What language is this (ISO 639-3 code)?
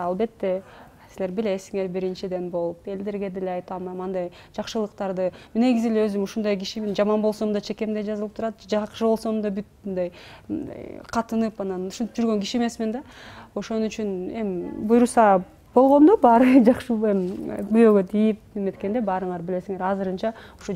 kir